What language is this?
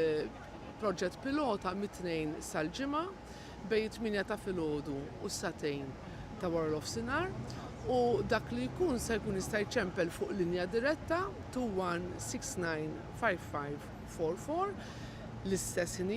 Maltese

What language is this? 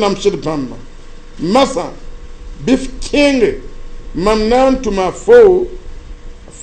Mossi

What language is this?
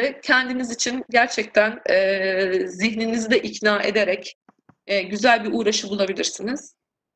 Turkish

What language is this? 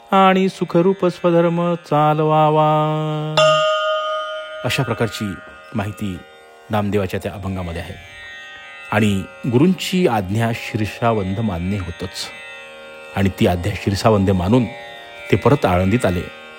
Marathi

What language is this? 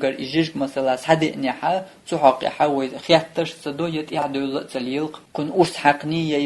Chechen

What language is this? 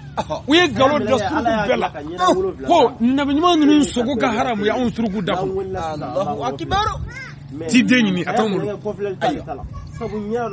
Bambara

